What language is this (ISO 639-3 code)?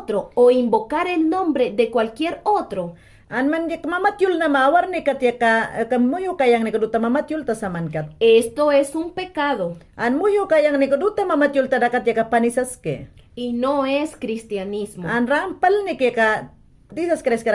yan